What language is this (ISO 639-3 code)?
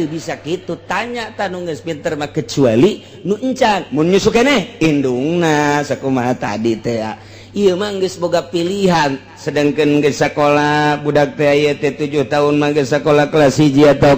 sun